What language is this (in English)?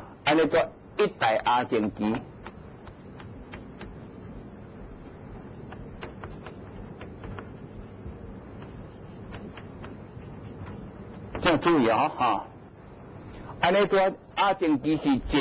Chinese